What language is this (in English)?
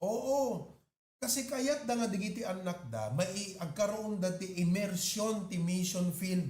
Iloko